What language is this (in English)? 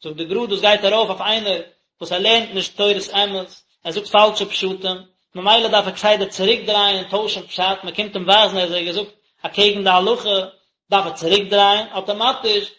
Yiddish